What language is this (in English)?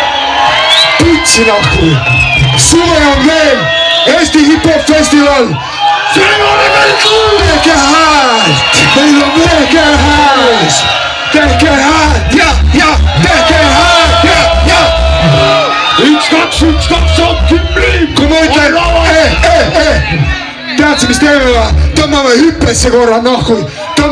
Estonian